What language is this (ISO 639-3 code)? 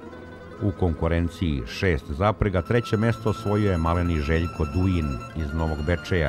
srp